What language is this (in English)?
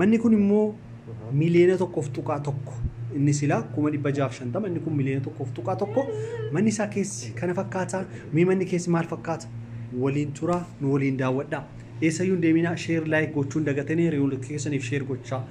Oromo